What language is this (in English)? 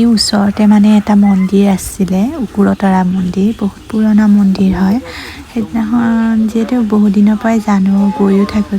Assamese